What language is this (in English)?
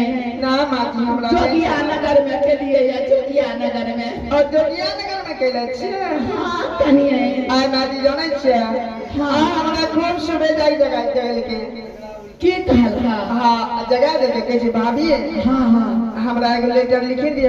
Angika